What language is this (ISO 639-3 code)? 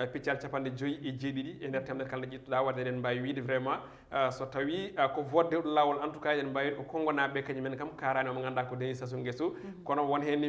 ful